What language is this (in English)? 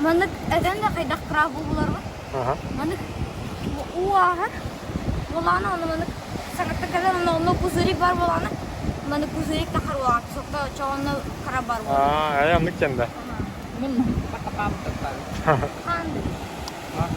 Yakut